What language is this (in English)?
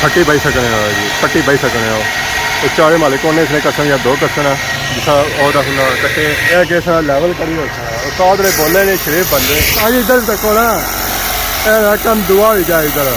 Pahari-Potwari